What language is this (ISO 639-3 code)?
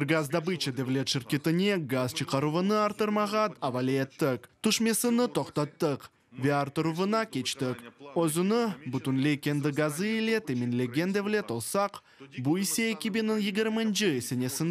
crh